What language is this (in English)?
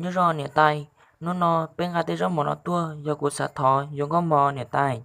Hmong